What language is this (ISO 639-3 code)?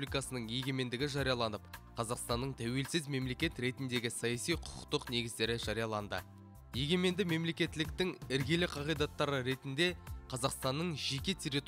kaz